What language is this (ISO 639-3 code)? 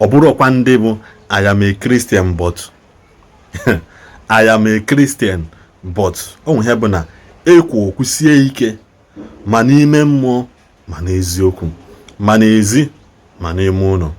ibo